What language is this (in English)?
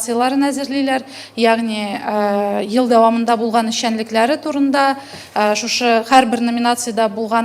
Tatar